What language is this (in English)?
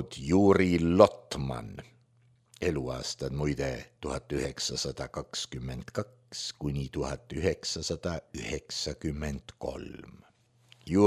Estonian